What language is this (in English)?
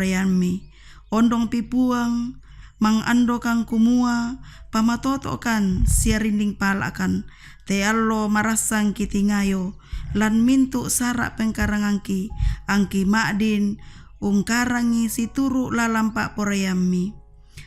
Toraja-Sa'dan